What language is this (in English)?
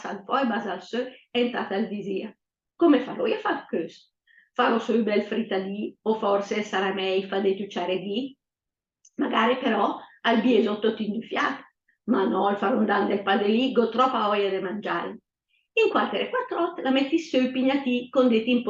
Lombard